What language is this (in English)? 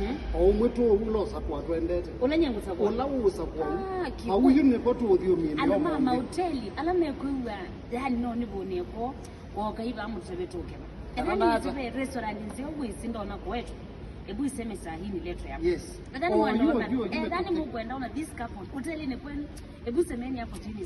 Kamba